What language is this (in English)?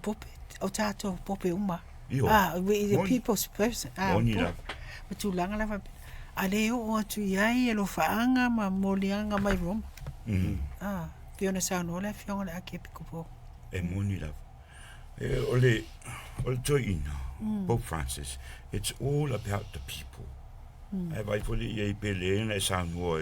Samoan